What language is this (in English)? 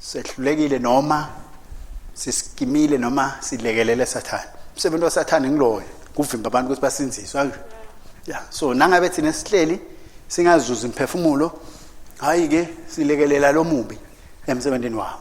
Swati